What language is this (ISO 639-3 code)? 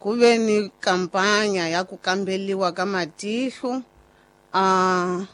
tso